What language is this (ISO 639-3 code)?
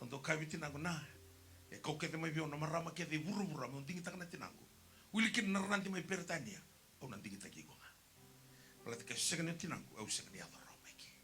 fij